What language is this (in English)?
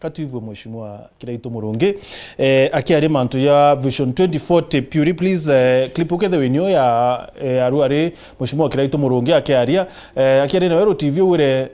Meru